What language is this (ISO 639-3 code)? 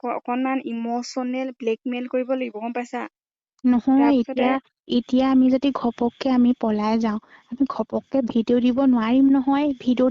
asm